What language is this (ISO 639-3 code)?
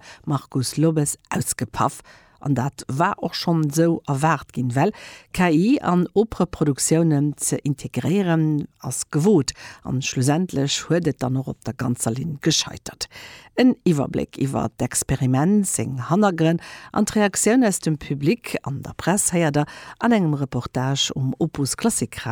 ltz